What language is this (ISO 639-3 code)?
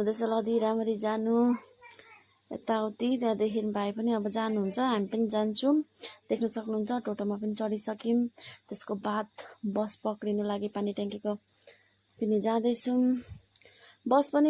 nep